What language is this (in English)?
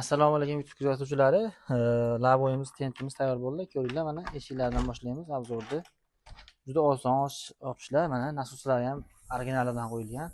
Uzbek